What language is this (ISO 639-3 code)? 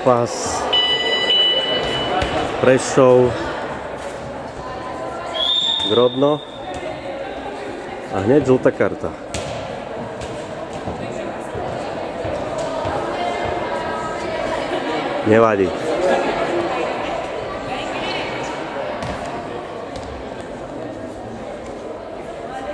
slk